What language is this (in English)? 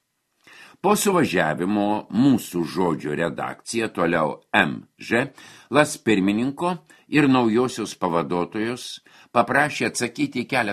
Lithuanian